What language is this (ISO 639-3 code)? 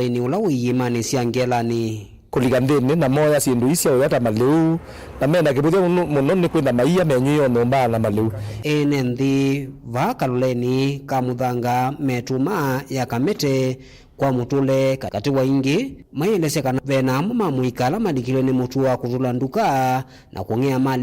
kam